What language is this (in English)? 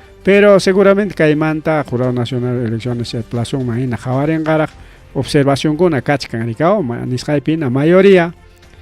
Ayacucho Quechua